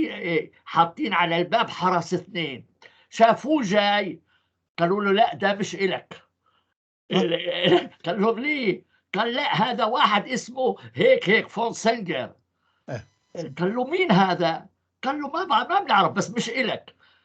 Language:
North Levantine Arabic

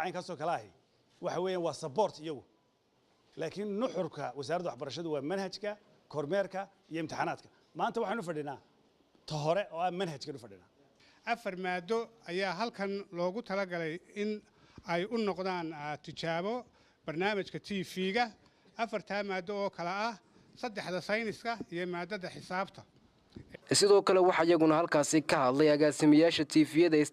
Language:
Somali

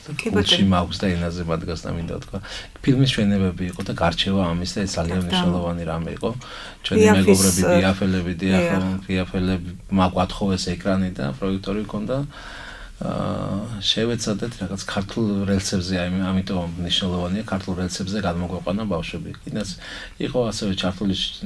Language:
Georgian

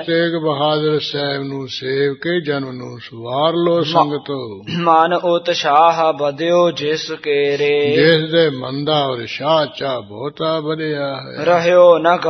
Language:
Punjabi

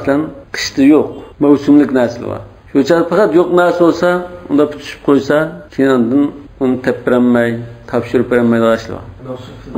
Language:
Uyghur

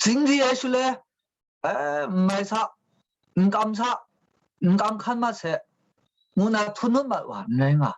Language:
Kachin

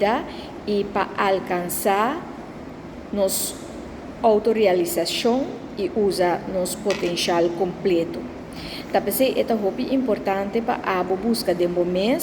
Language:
Papiamento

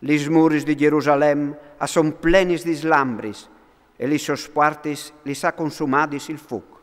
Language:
Friulian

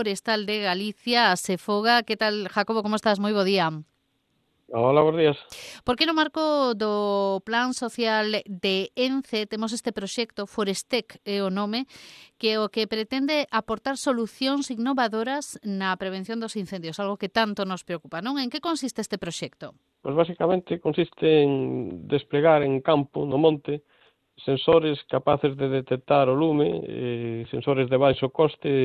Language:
Galician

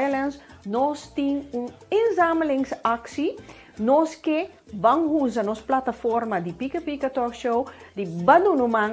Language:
Papiamento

